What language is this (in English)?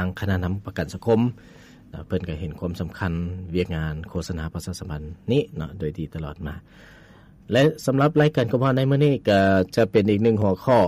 Lao